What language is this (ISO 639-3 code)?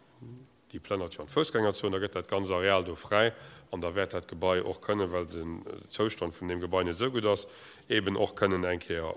ltz